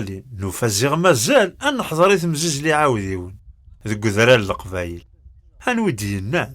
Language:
Kabyle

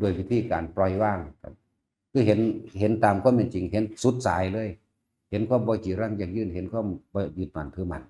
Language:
Northeastern Thai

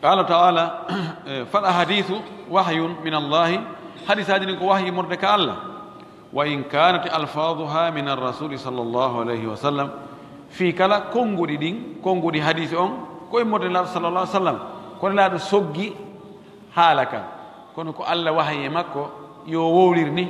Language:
Pular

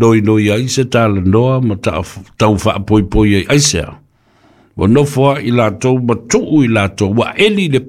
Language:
Samoan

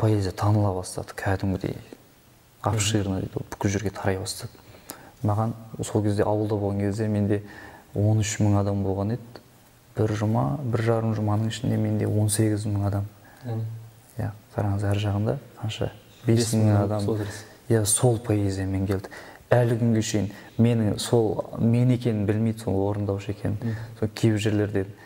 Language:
Kazakh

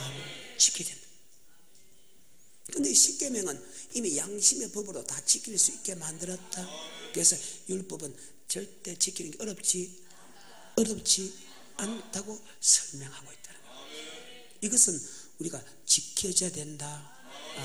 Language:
Korean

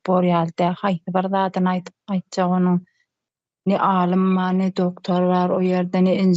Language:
Turkmen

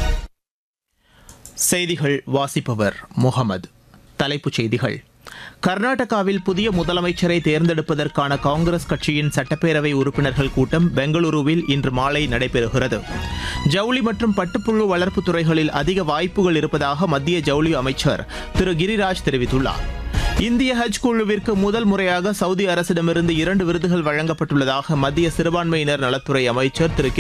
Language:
Tamil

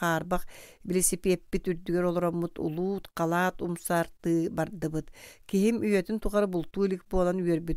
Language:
Yakut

